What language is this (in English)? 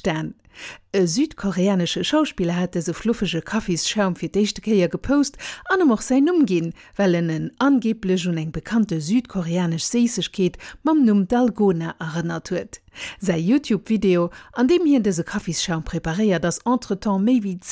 Luxembourgish